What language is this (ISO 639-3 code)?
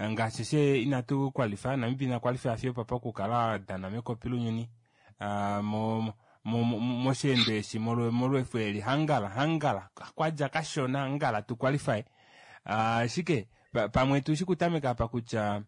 kua